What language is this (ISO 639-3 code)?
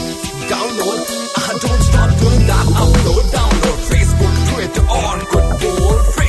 hin